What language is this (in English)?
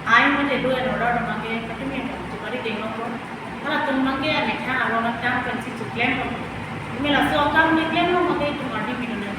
Karbi